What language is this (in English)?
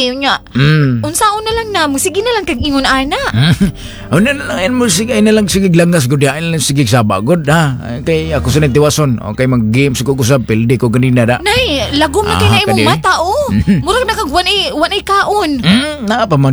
Cebuano